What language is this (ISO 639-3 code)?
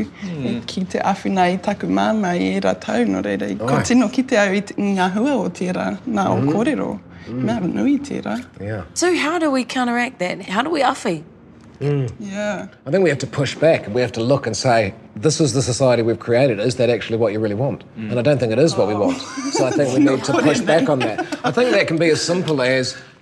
eng